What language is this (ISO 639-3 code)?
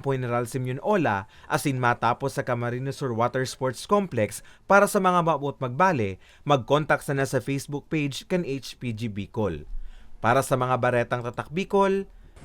bik